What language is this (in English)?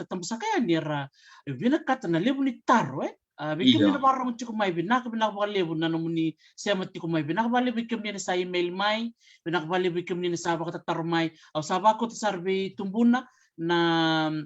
Fijian